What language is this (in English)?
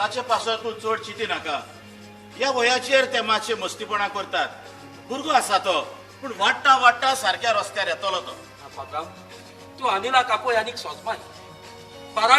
Konkani